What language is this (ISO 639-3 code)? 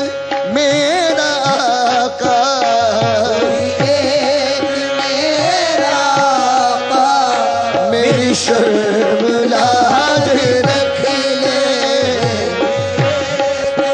urd